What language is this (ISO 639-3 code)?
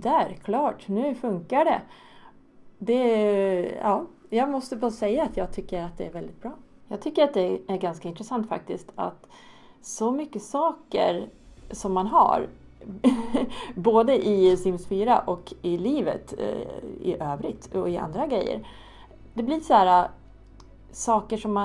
swe